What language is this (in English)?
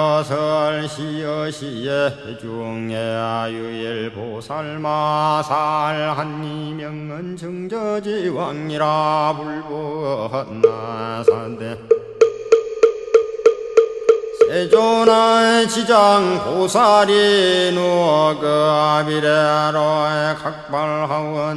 Korean